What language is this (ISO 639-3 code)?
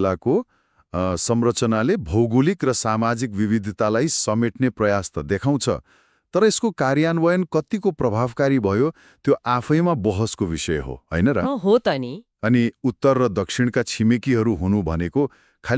nep